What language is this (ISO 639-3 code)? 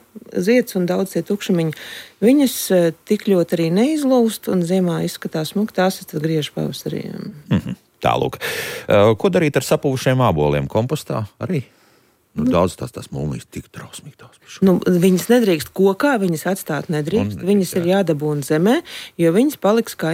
lav